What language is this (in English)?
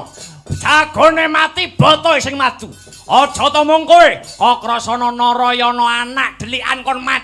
Javanese